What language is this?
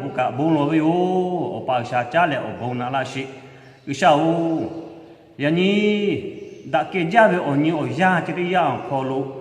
Lahu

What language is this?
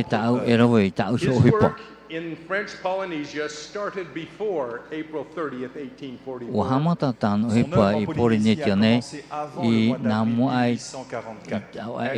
Tahitian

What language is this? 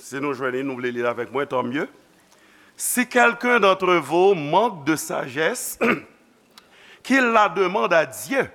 Haitian Creole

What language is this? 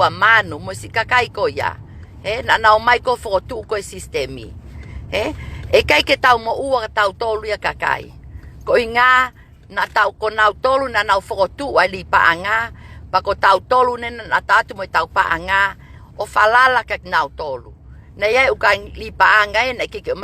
Tongan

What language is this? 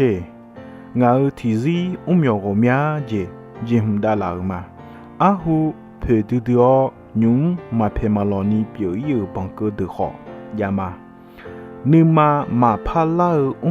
Akha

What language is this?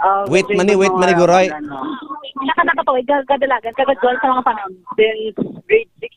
Hiligaynon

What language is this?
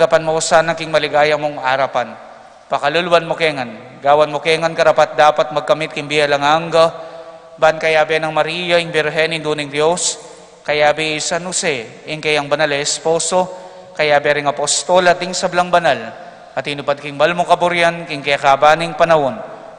Pampanga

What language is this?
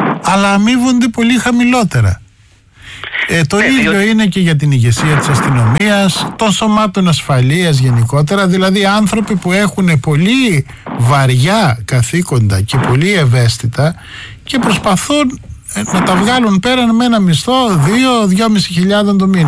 Greek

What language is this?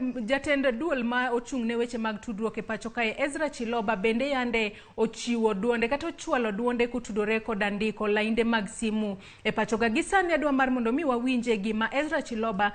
Luo (Kenya and Tanzania)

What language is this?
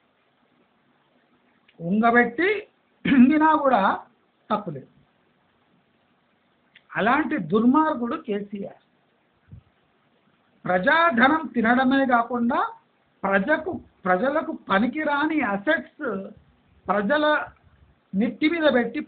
Telugu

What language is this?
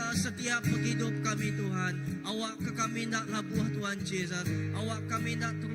Iban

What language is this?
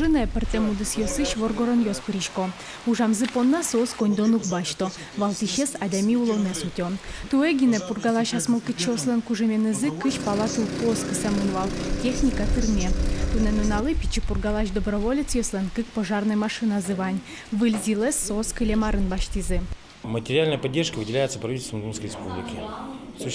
Udmurt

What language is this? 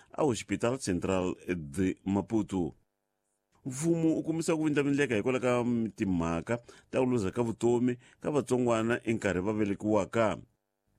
Tsonga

